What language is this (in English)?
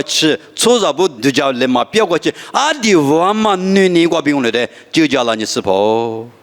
Lisu